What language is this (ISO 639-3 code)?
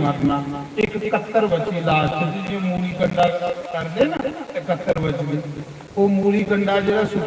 doi